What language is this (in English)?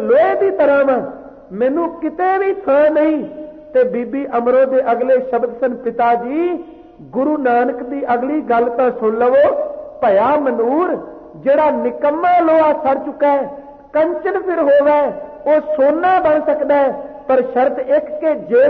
Punjabi